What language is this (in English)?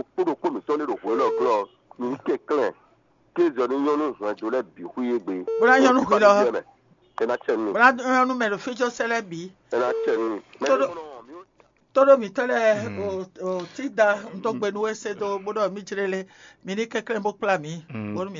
Fon